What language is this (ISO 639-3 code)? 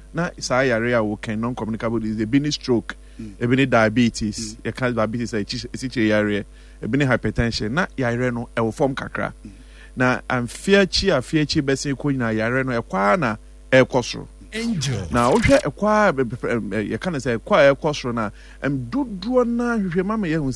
aka